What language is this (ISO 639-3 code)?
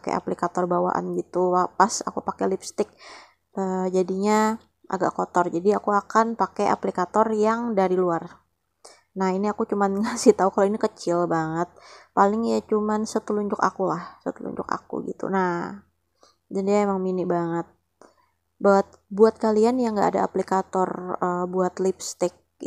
ind